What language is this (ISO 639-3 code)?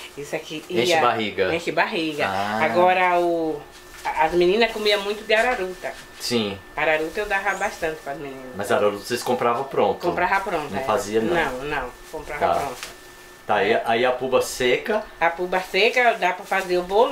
por